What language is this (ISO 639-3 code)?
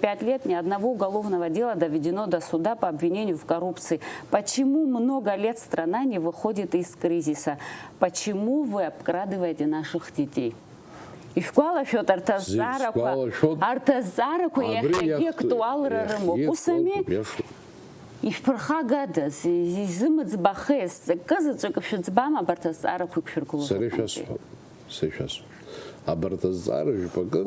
abk